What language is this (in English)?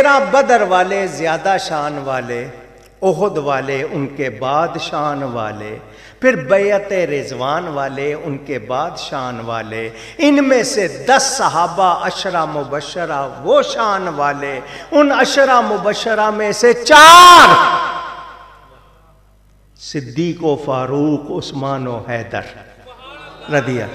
Urdu